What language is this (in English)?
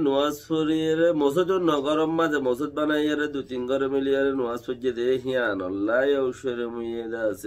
Rohingya